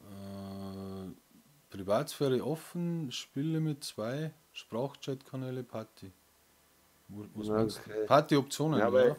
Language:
Bavarian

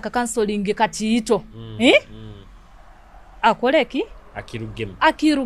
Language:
Nyoro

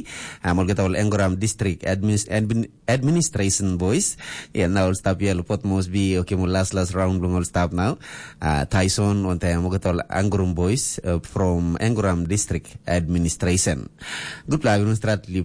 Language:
Tok Pisin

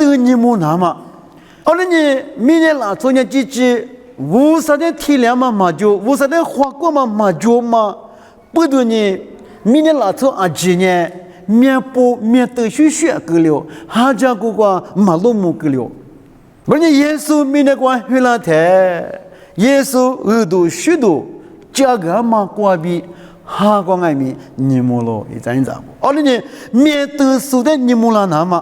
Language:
Lisu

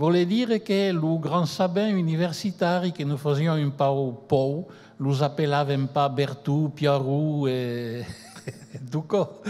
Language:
Occitan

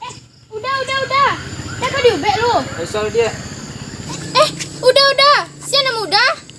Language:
Minangkabau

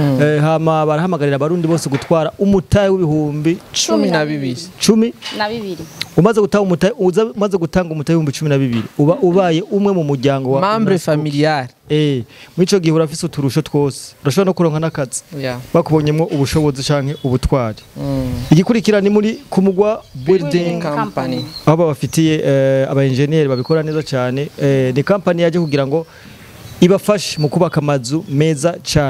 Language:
Rundi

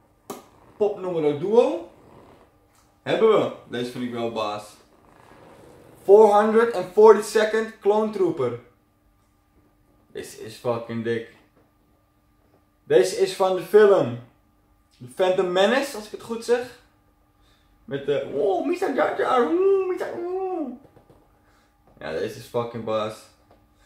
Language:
Dutch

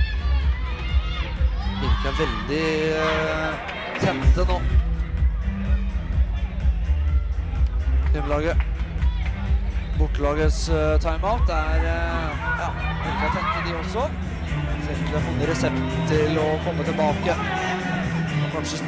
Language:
Norwegian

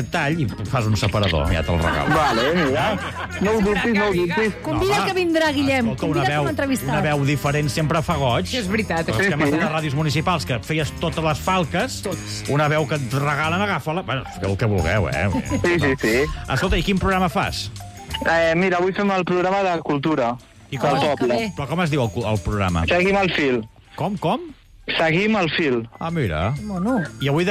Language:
Catalan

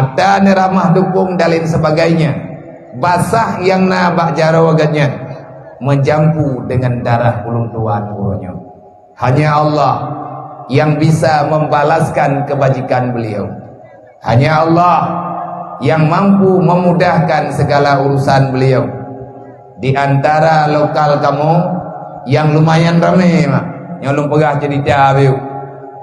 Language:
Achinese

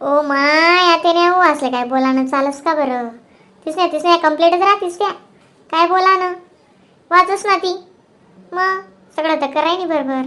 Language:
Khandesi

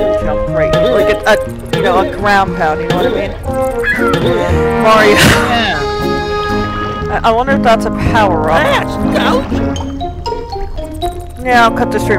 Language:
English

